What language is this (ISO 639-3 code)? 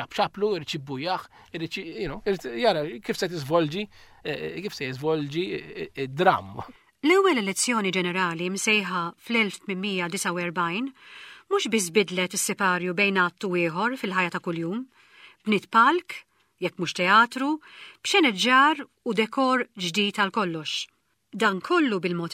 mlt